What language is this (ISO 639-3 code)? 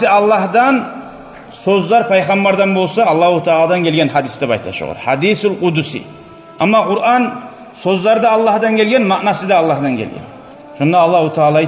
kum